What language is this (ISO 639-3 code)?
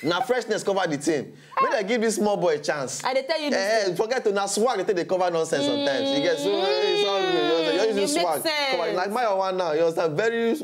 pcm